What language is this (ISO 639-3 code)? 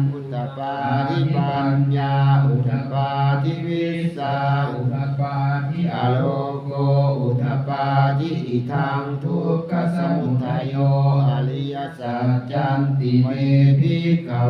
pli